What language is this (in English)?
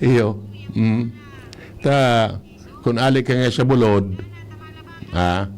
Bikol